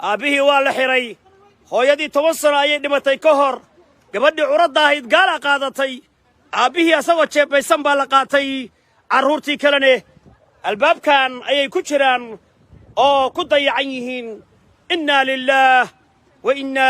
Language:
Somali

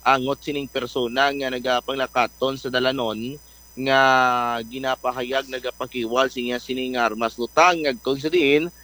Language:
Hiligaynon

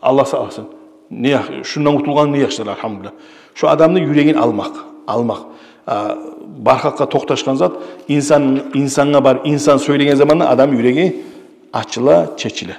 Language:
Kumyk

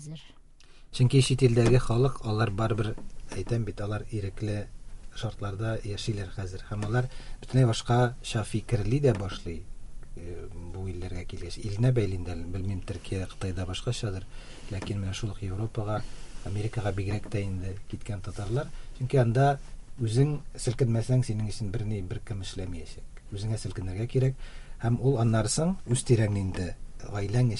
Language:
Tatar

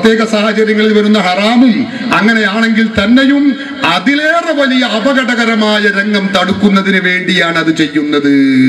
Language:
Malayalam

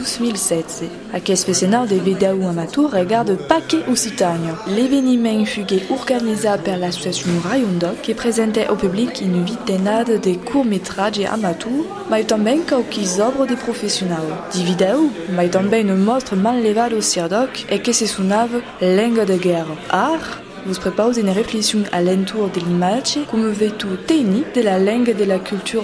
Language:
Occitan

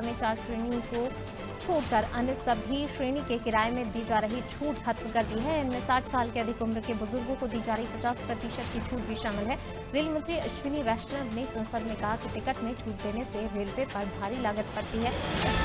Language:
Hindi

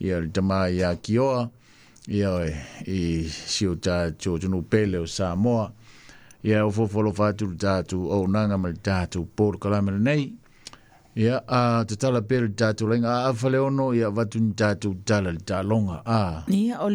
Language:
Samoan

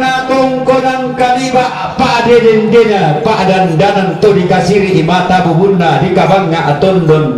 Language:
Toraja-Sa'dan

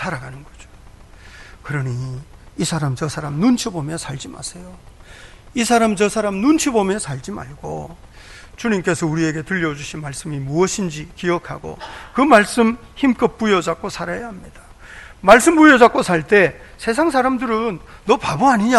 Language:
Korean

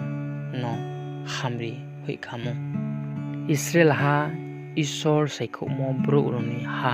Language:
Riang (India)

